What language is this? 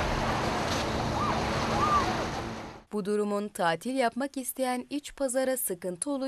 Turkish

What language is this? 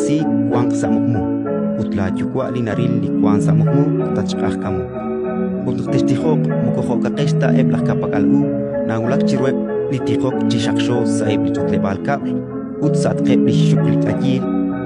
Kekchí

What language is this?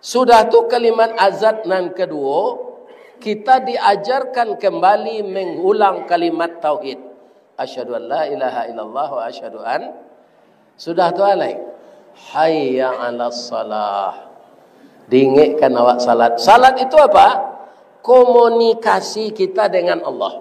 Minangkabau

